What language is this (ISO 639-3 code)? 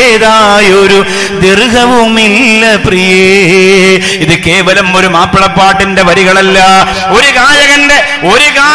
mal